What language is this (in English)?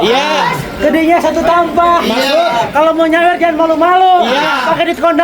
Betawi